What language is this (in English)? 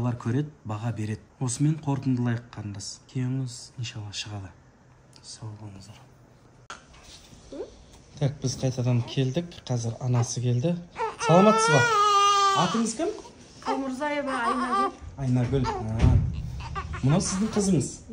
Kazakh